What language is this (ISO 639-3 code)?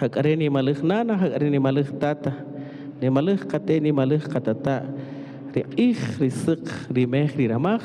cak